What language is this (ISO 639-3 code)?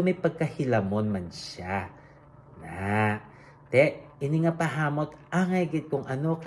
hil